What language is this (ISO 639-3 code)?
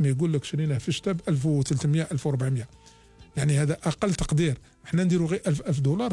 arq